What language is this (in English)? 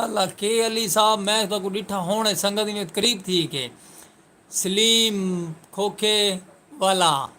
Saraiki